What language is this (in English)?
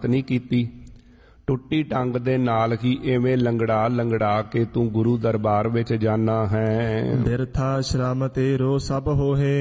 Punjabi